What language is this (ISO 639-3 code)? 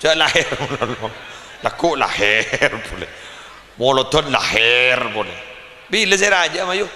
mad